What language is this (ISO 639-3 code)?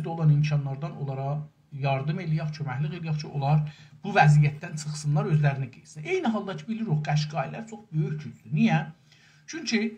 azb